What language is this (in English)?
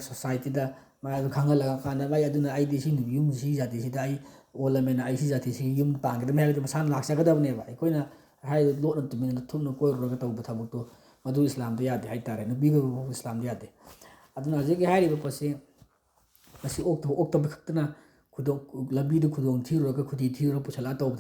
Manipuri